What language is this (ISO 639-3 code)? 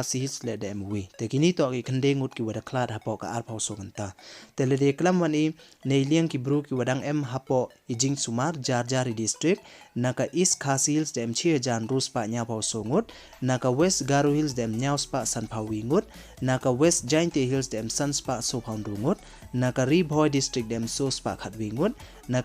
pbv